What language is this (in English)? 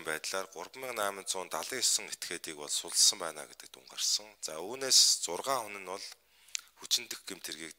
Mongolian